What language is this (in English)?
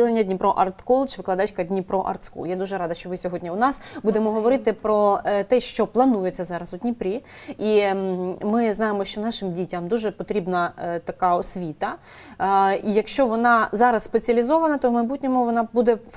Ukrainian